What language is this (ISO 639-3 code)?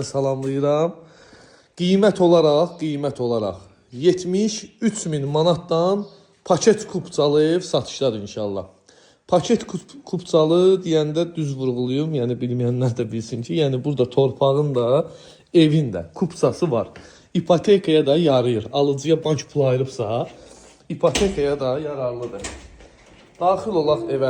aze